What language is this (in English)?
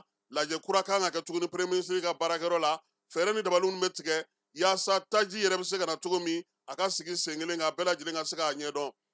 Bambara